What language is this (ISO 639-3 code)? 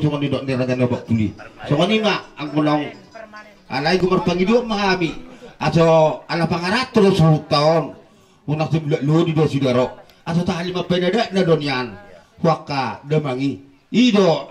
bbc